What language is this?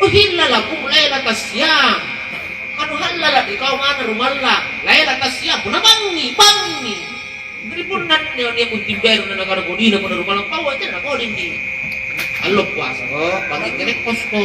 Makasar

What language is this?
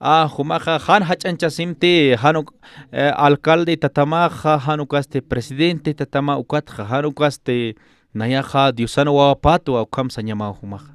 Aymara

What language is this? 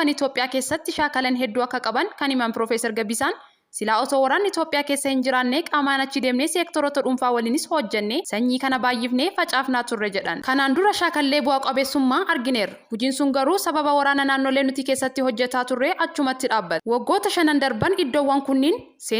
Oromo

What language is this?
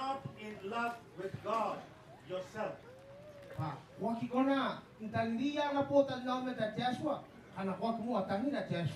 Gilbertese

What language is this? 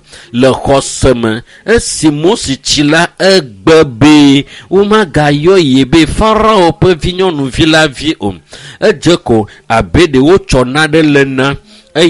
Ewe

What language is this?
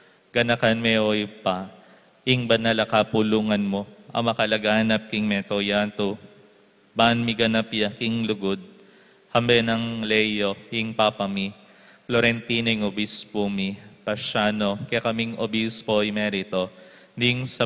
Pampanga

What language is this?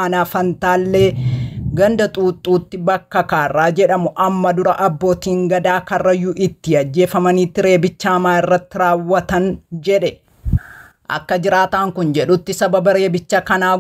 Oromo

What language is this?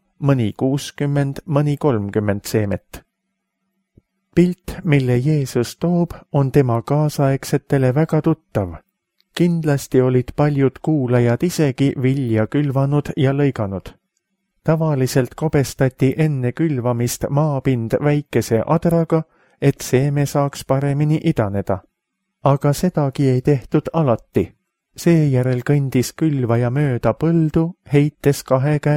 Estonian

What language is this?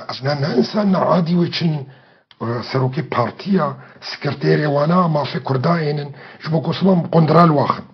Kurdish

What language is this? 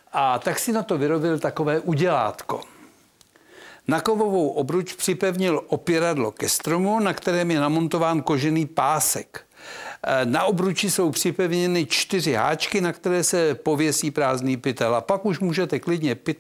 Czech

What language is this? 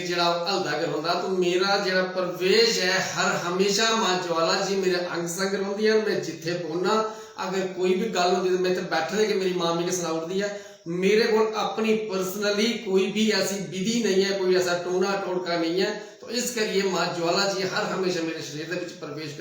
Dogri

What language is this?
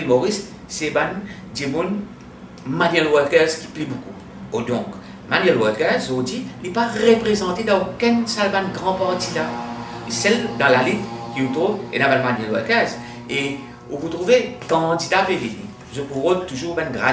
Morisyen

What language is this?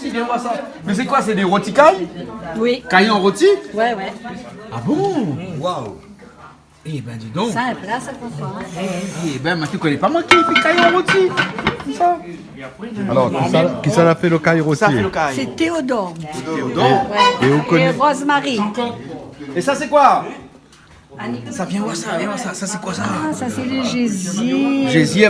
Réunion Creole French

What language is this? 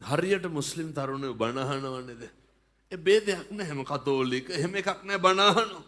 Sinhala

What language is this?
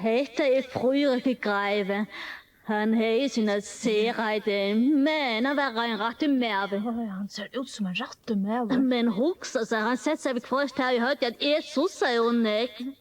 Faroese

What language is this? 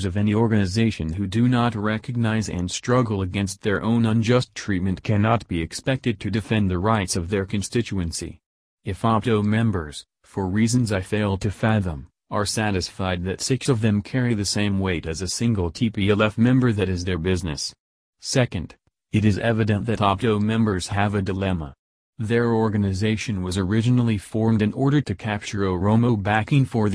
English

